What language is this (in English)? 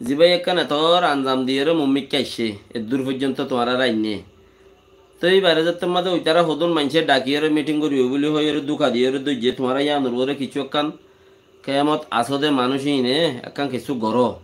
Rohingya